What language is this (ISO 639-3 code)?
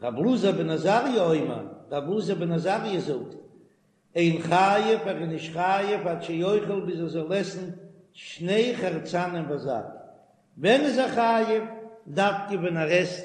yid